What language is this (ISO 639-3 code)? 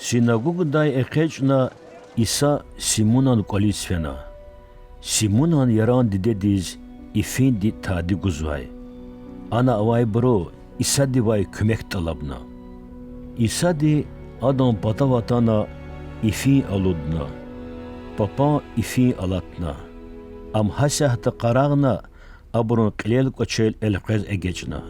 lez